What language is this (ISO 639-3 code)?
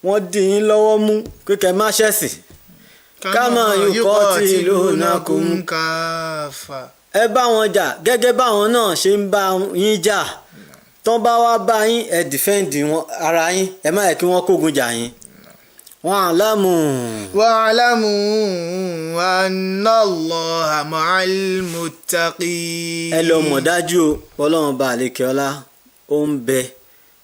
yor